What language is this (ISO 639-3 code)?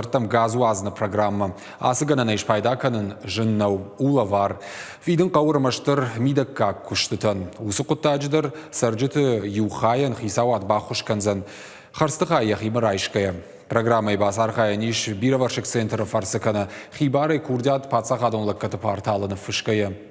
oss